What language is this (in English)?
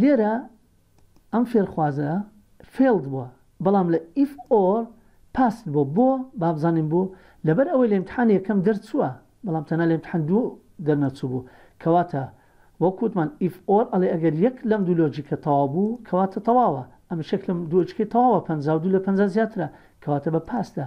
Central Kurdish